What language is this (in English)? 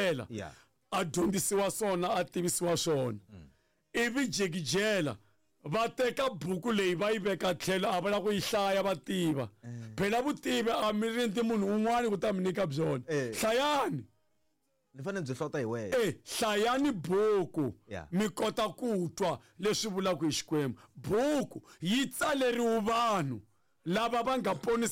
Tsonga